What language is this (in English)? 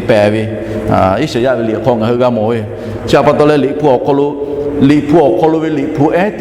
Lahu